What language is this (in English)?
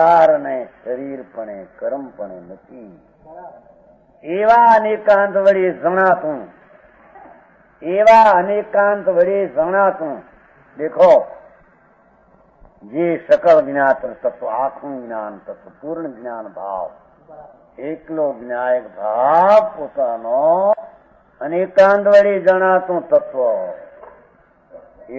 Gujarati